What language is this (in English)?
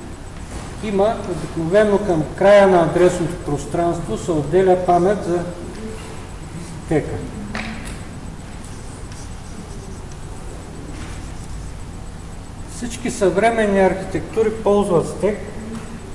Bulgarian